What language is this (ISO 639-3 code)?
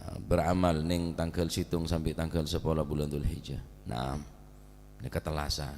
mad